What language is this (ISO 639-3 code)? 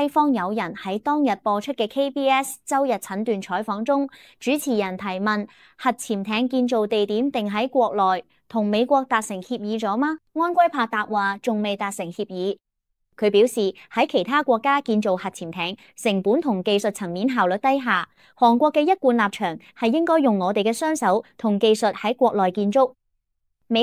yue